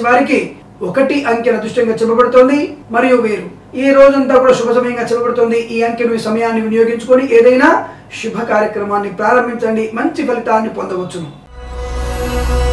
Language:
Telugu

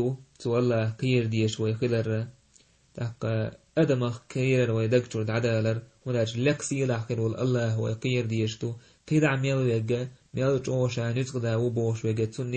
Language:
Chechen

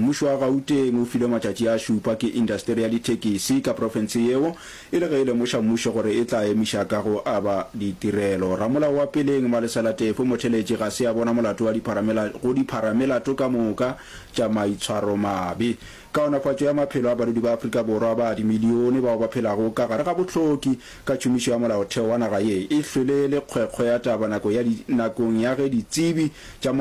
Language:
Northern Sotho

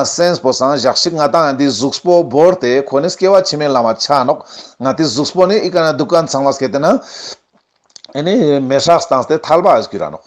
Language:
Ladakhi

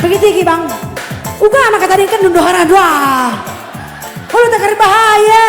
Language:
Batak Karo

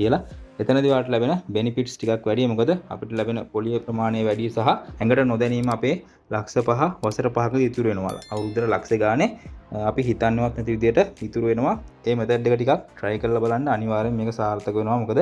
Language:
Sinhala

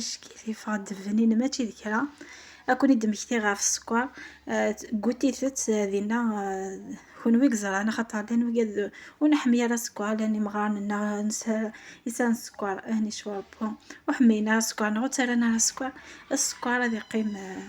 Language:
Kabyle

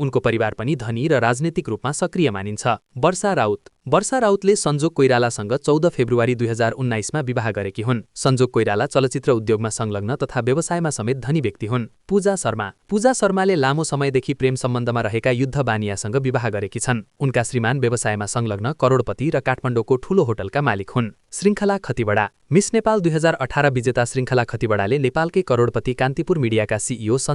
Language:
Nepali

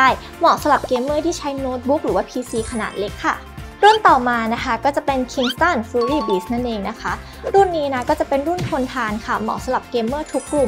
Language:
Thai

